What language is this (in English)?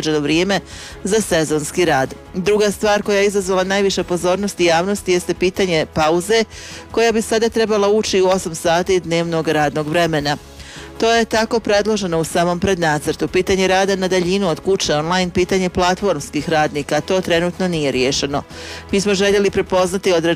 Bosnian